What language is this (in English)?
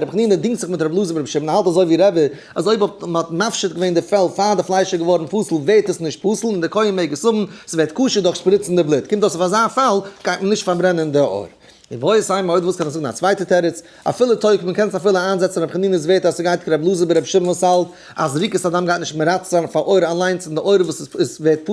Yiddish